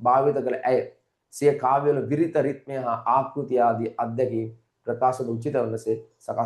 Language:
Sinhala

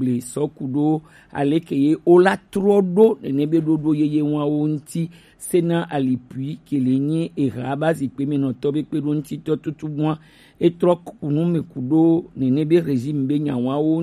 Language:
Gen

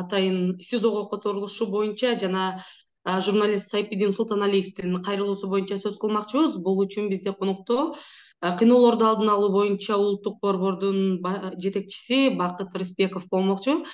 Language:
Kyrgyz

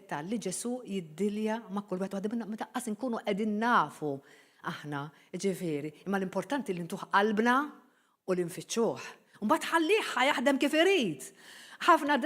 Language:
Maltese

